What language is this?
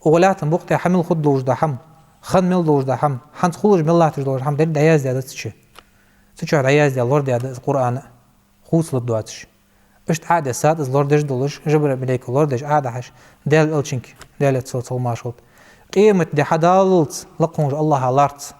Ingush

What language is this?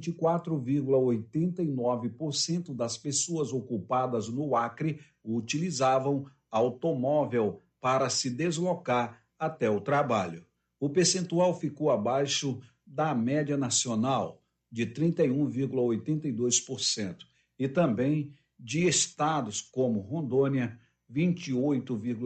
Portuguese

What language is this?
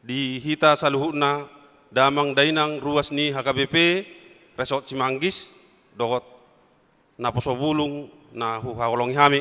Batak Toba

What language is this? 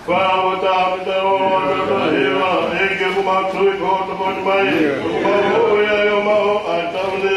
Tongan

